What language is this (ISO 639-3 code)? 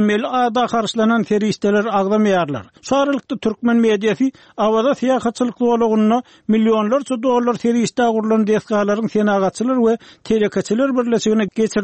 tuk